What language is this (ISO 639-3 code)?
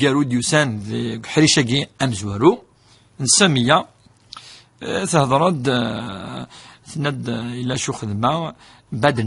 kab